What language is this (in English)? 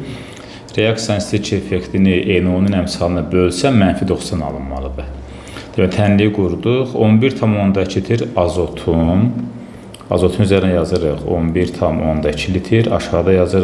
Azerbaijani